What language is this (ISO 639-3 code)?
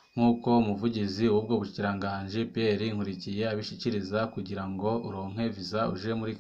run